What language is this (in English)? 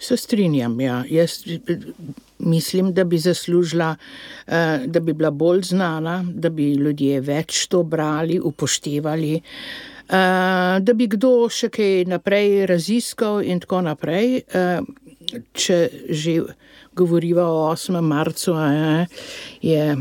Slovenian